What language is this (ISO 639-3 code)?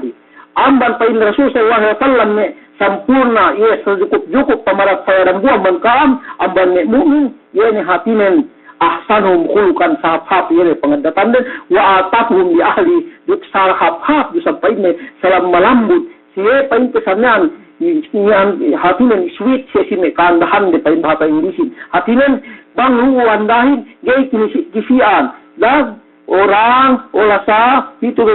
yka